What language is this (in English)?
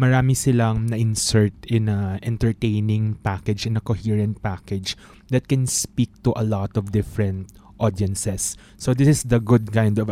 Filipino